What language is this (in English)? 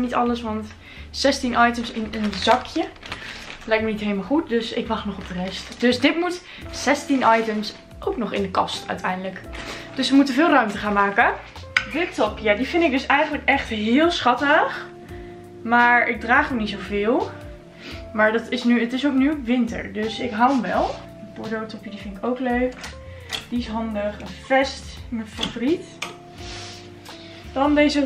Dutch